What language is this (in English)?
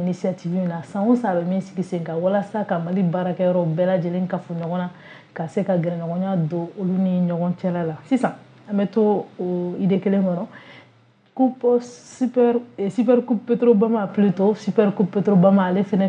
Bambara